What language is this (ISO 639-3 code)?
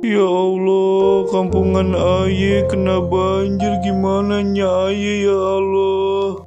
bew